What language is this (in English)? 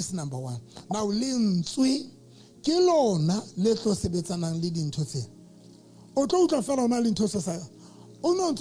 Southern Sotho